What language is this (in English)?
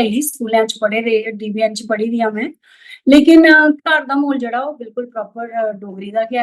Dogri